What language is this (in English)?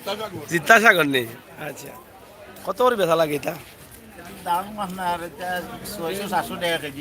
Sylheti